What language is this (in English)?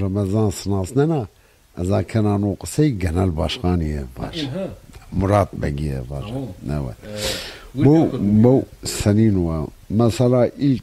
Zaza